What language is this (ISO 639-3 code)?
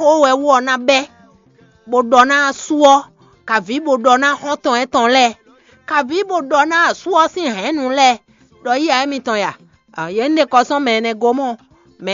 fon